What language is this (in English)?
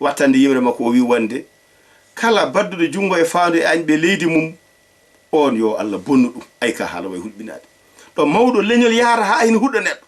Fula